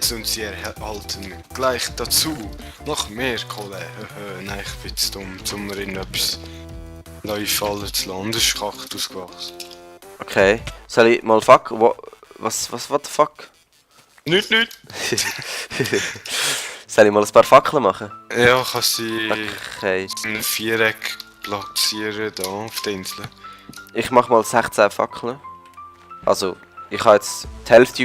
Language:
Swiss German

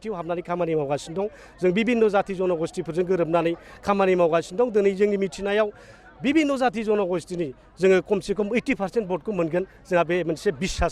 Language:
Bodo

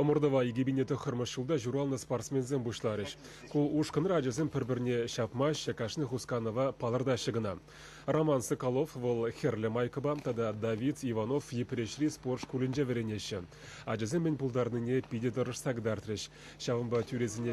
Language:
Chuvash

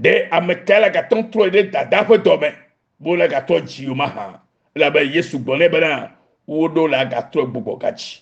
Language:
Ewe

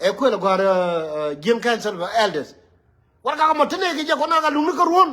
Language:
Nuer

